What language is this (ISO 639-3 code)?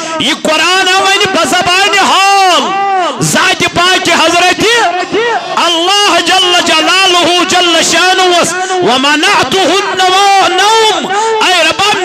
kas